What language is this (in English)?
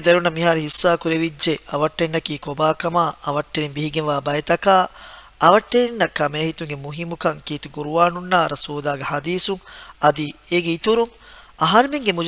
Divehi